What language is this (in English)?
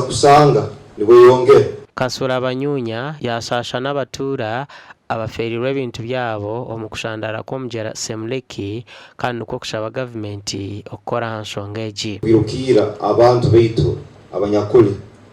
Nyankole